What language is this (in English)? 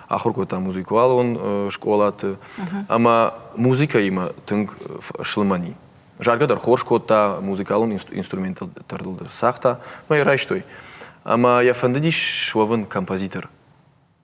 Ossetic